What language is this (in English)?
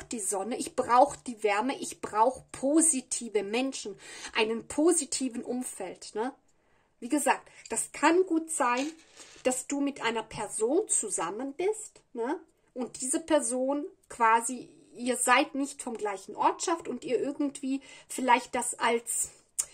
German